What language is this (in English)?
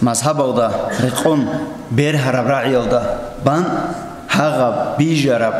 Avaric